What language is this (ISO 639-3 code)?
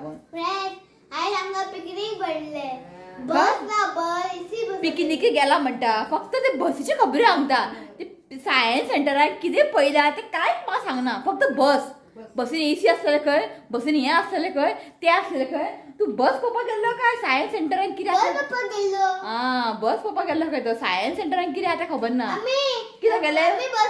kok